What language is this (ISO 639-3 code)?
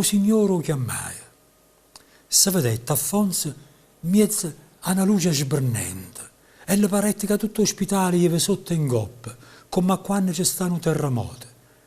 nap